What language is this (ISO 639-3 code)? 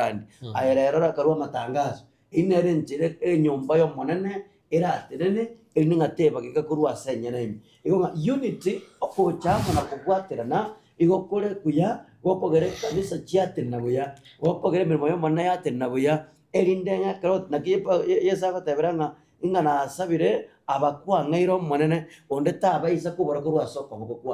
guz